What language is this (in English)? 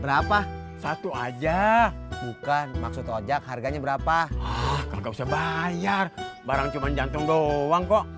Betawi